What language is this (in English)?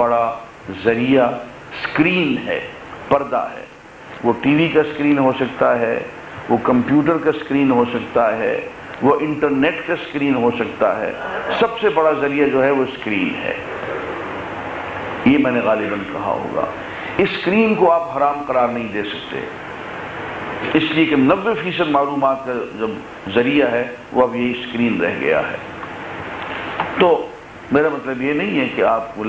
Urdu